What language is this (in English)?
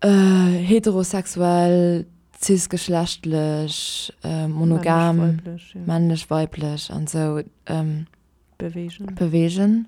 Luxembourgish